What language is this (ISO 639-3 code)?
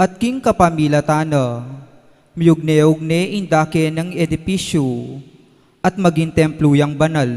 pam